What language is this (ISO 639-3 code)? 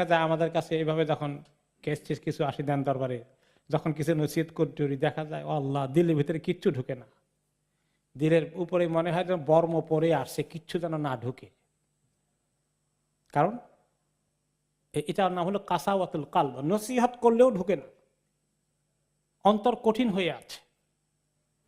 ben